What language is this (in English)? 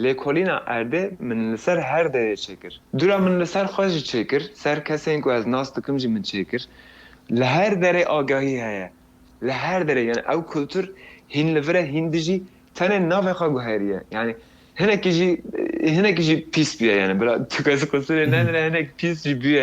Kurdish